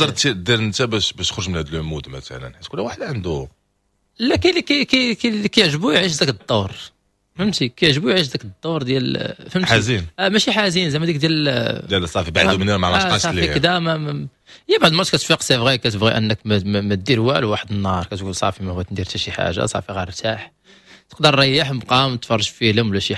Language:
Moroccan Arabic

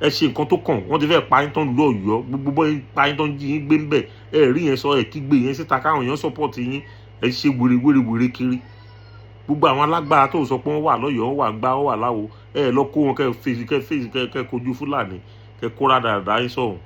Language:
Yoruba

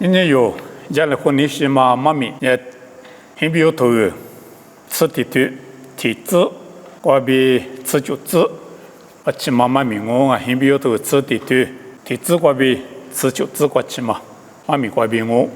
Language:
Lisu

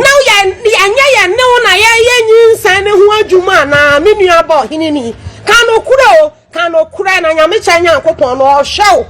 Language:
Akan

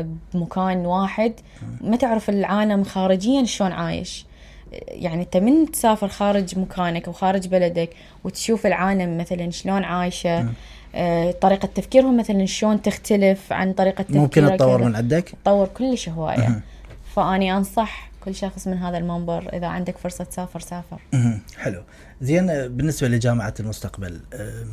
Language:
Mesopotamian Arabic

